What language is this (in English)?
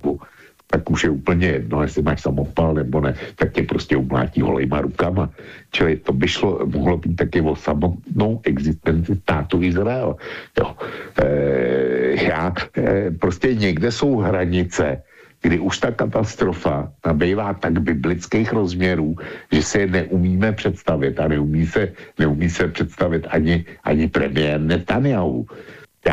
Czech